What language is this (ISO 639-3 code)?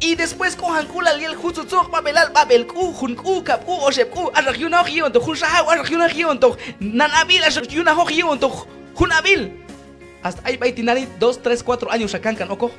kjb